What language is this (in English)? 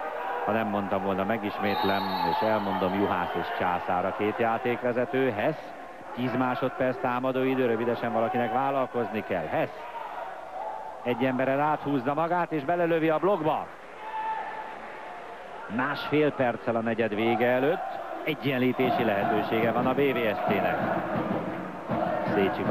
Hungarian